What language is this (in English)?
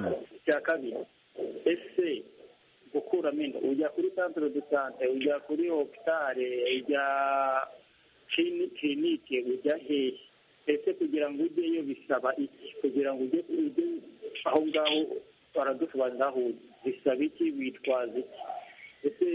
Kinyarwanda